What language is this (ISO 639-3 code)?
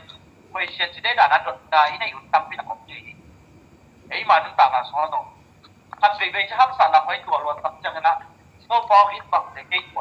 ctd